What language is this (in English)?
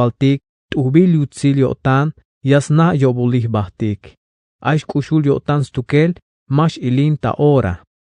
Tzeltal